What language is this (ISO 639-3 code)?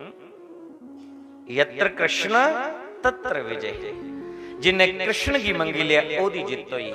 doi